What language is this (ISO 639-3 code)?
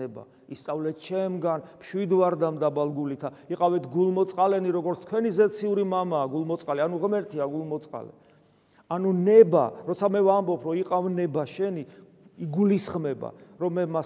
kat